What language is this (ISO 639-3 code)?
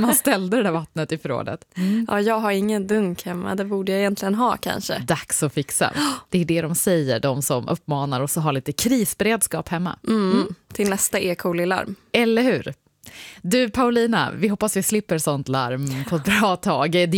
swe